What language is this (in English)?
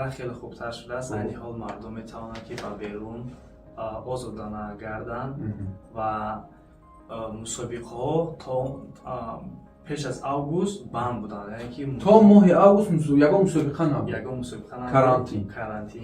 Tajik